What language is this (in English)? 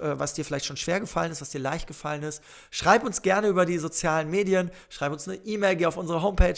German